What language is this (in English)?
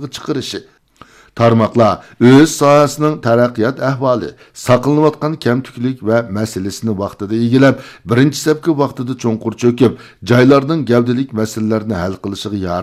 Uyghur